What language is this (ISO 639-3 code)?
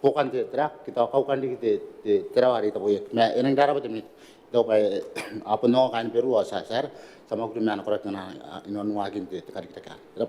gil